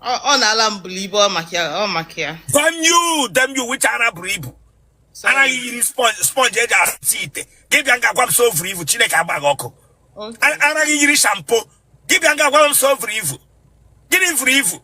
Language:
Igbo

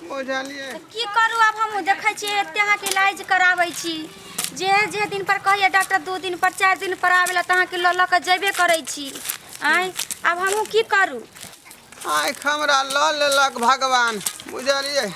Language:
Maithili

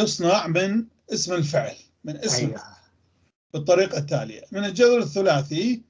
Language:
North Levantine Arabic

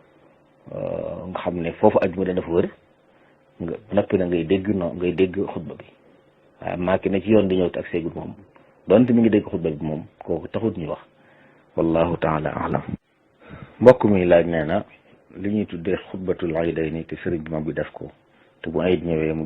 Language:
Wolof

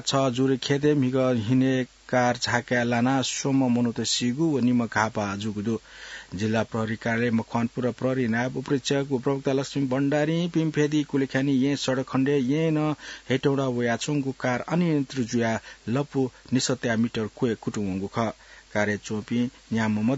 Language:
Newari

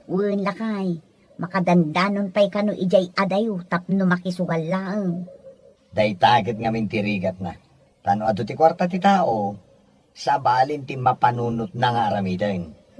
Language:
Iloko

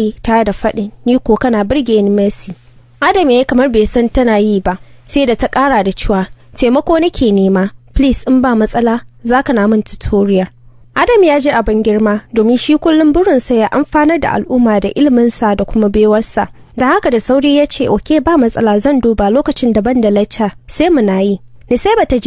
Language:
Hausa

